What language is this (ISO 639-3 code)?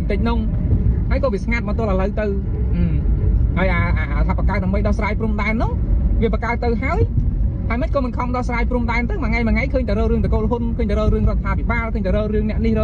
khm